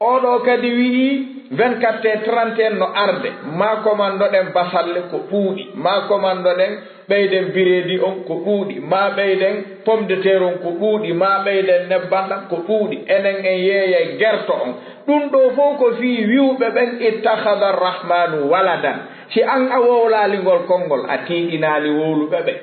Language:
Fula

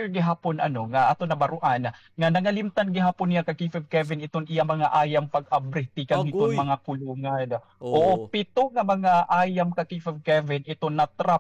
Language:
Waray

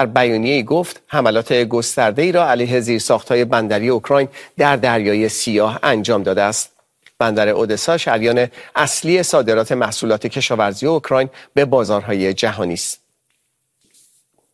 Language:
Persian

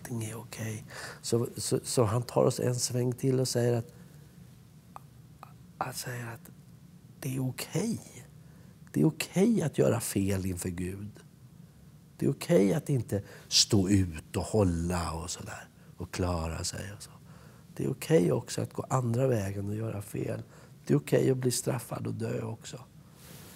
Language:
Swedish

